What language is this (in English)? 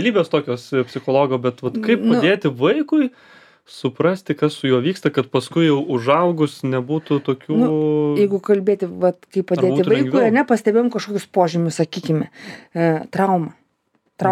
Lithuanian